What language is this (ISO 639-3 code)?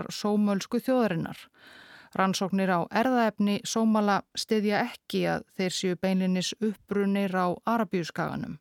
isl